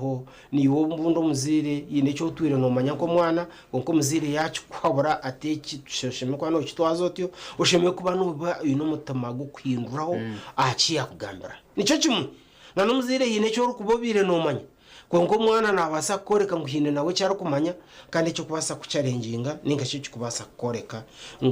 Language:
Nyankole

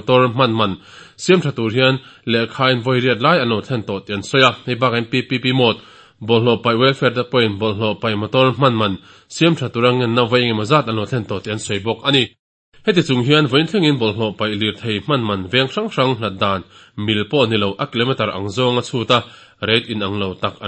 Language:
Mizo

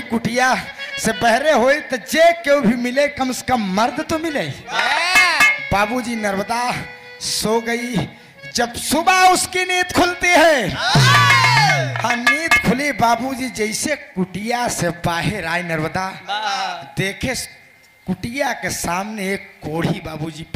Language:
Bhojpuri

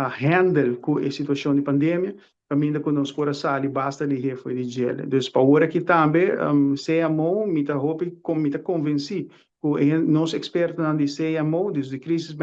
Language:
Papiamento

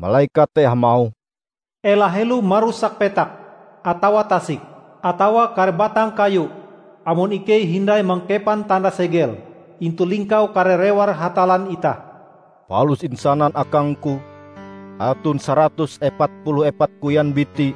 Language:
Ngaju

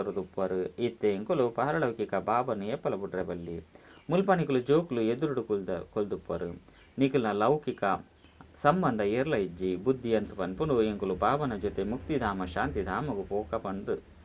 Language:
Tulu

